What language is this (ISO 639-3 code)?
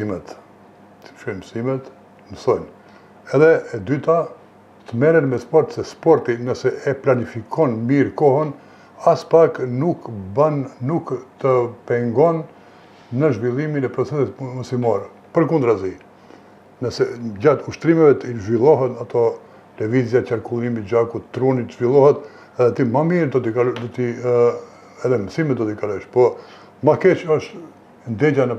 sqi